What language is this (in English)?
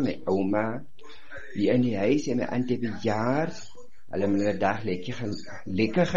Afrikaans